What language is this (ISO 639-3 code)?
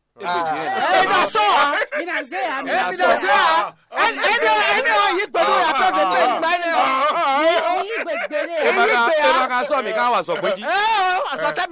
fon